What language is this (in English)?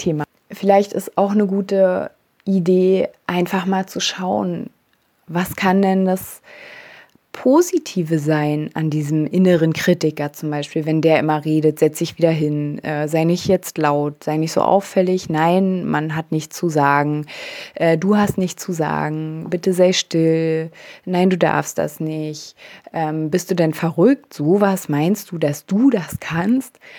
German